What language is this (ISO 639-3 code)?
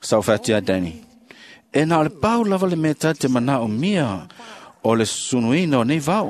smo